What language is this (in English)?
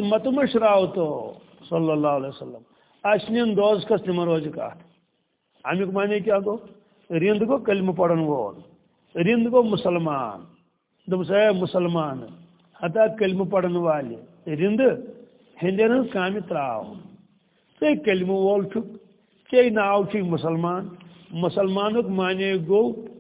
Kashmiri